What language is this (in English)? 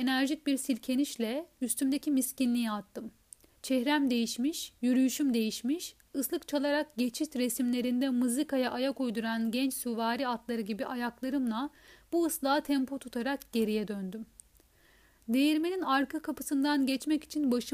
Turkish